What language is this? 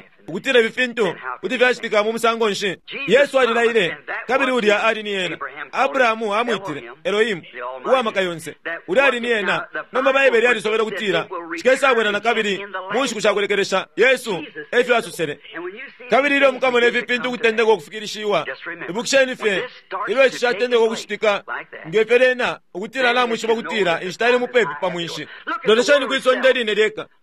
Bemba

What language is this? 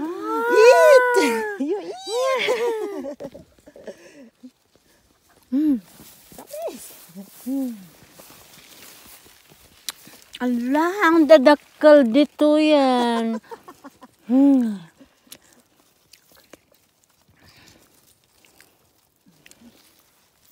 Filipino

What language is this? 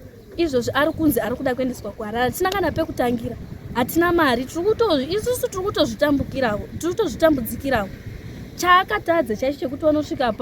Shona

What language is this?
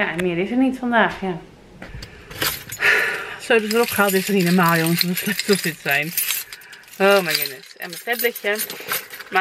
Dutch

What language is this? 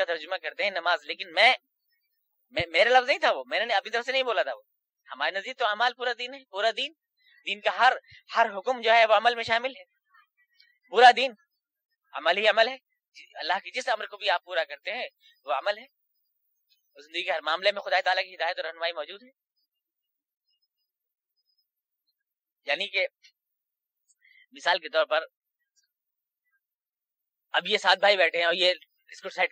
Urdu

